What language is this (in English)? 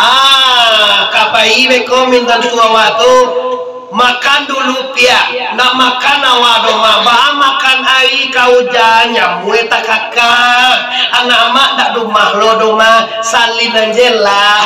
Minangkabau